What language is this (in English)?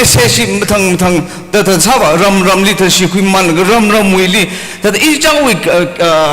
Tangkhul Naga (India)